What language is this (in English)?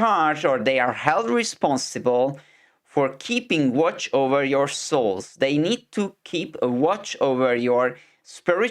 English